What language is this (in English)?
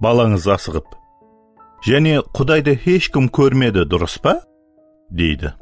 Kara-Kalpak